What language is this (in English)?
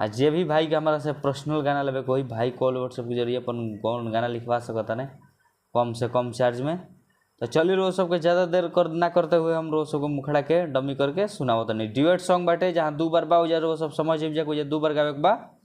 Bhojpuri